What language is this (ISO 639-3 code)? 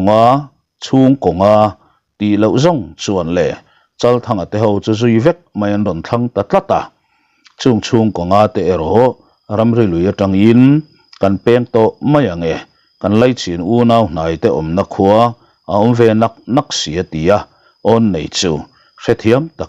lus